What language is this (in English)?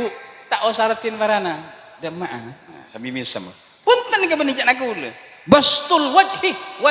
Madurese